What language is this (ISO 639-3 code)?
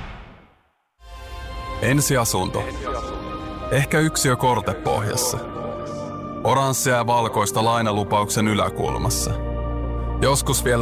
fin